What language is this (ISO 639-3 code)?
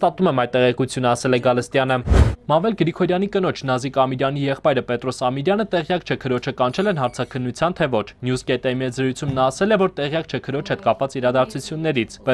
hye